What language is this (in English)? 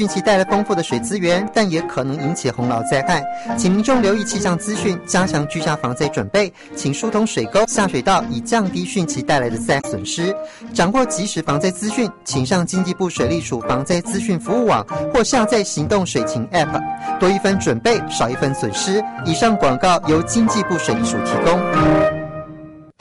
Chinese